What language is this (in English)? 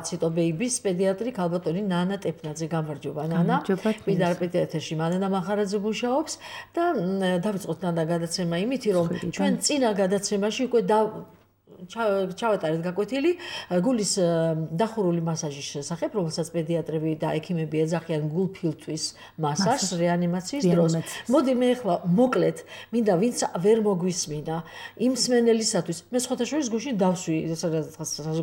Georgian